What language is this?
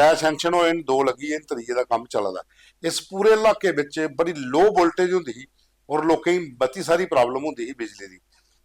Dogri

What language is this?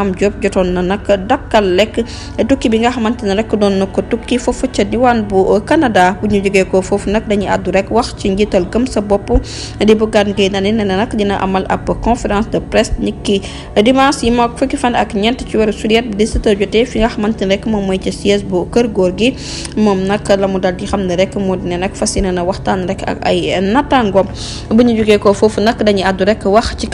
Wolof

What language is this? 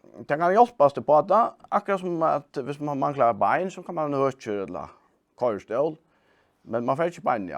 Faroese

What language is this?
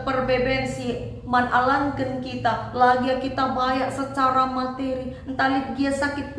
Batak Karo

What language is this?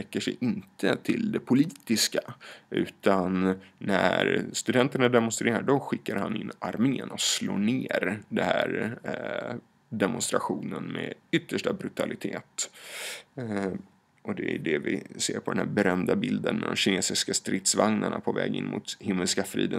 Swedish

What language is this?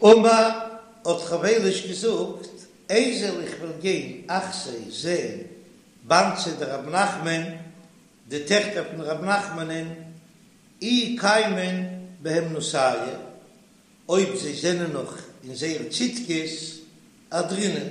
Yiddish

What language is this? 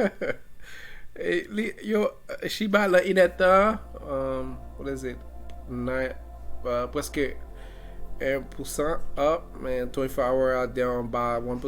Haitian Creole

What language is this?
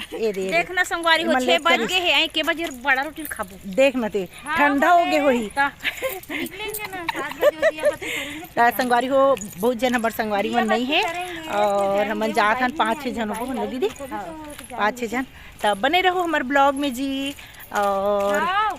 Chhattisgarhi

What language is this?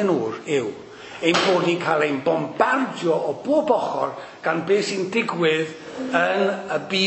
Welsh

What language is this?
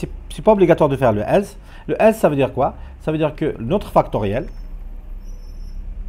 French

